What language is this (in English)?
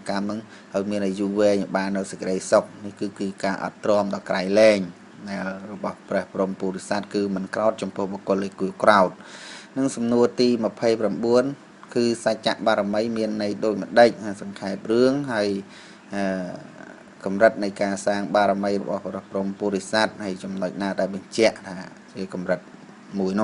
Khmer